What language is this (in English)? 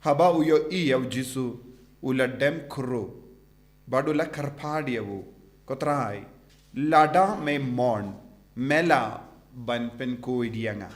Khasi